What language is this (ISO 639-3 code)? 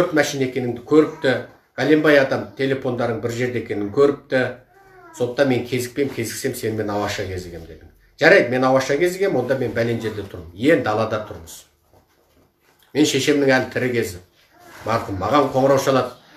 kaz